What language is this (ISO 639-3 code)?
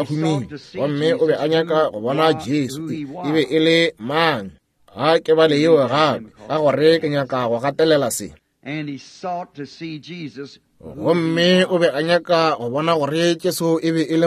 nso